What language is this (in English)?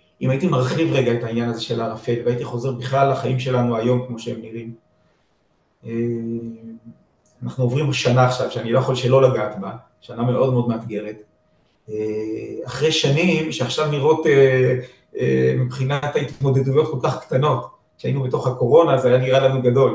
Hebrew